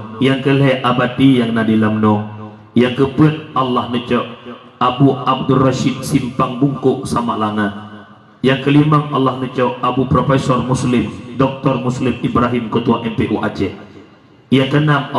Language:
Achinese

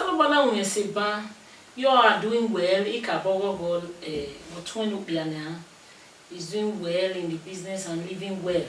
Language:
Bini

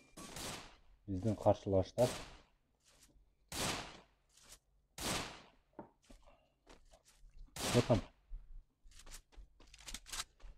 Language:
Kyrgyz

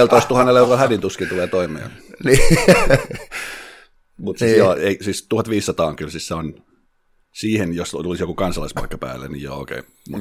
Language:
Finnish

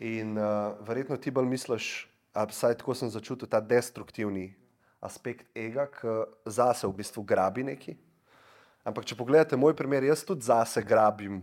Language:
Slovenian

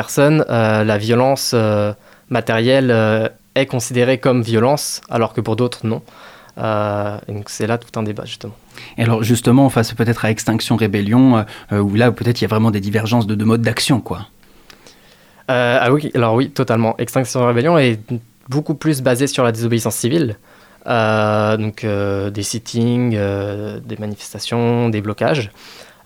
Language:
French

